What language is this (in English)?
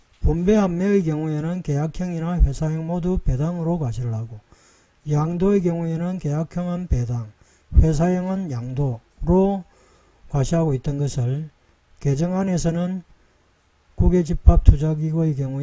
Korean